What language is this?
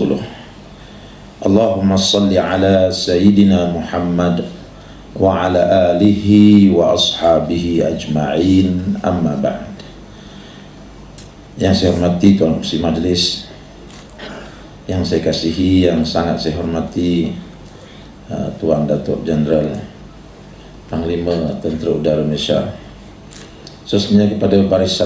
Malay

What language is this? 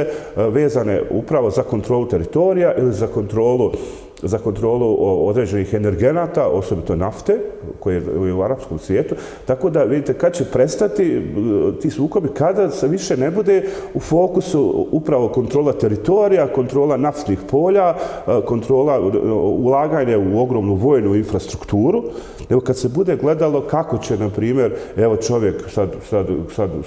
Bosnian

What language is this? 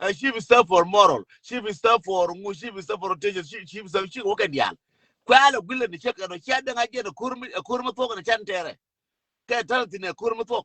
Nuer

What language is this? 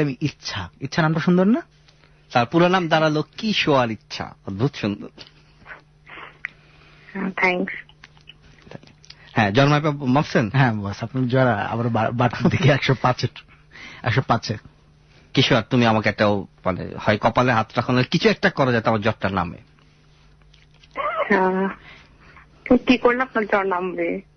Bangla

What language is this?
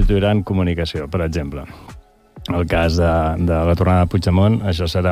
Catalan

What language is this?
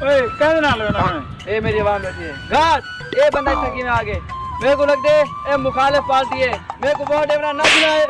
Saraiki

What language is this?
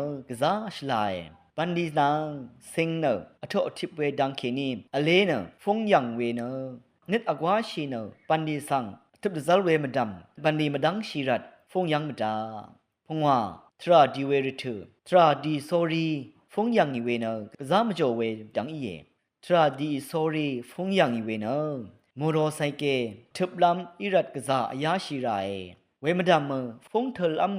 Rawang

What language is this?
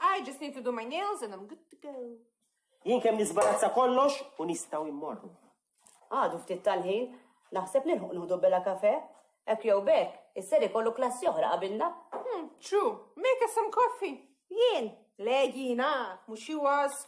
Maltese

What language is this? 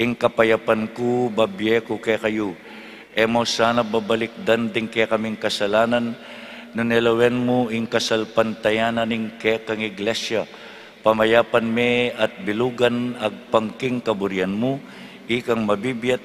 Pampanga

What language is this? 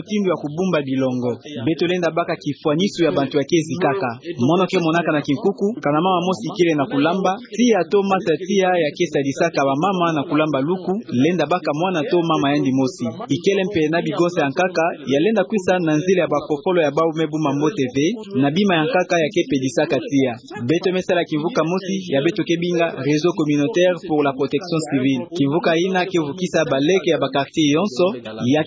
Kituba (Democratic Republic of Congo)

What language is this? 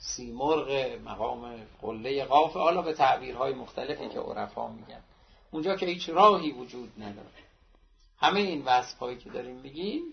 Persian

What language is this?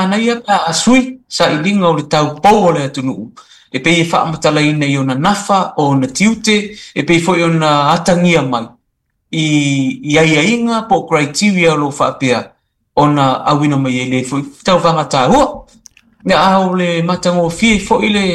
Samoan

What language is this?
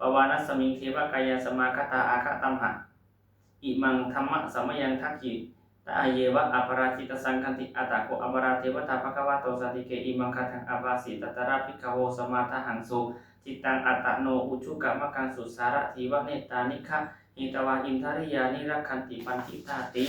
Pali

